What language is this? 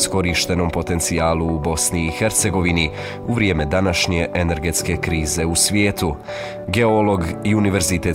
Bosnian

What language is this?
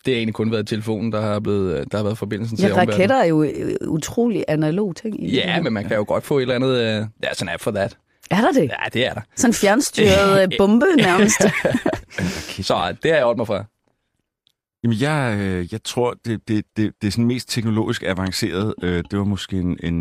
Danish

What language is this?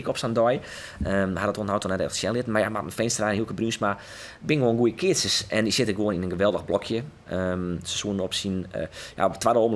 Western Frisian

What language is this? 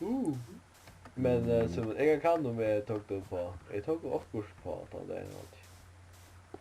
Faroese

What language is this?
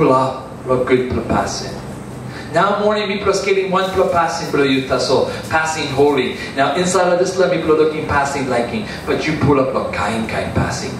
Tok Pisin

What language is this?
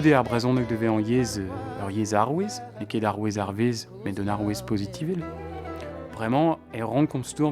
Breton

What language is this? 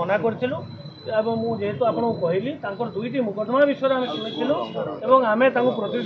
Odia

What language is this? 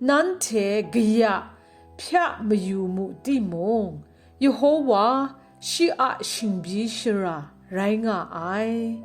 Kachin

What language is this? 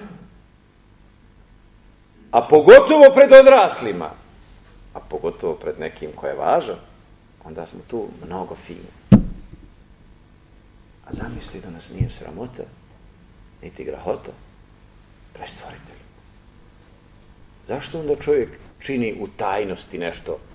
Bosnian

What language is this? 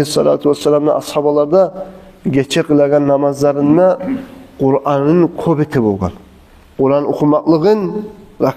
Kumyk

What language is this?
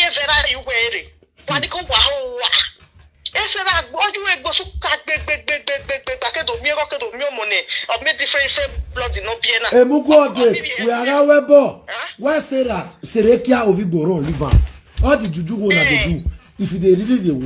Nigerian Pidgin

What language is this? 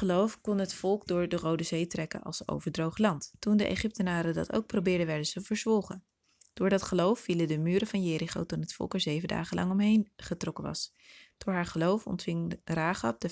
Dutch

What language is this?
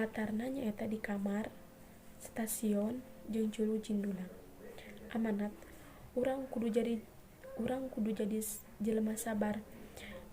Sundanese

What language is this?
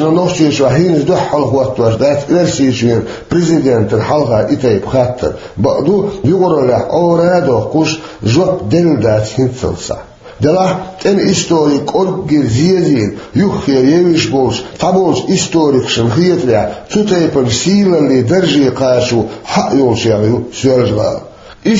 Chechen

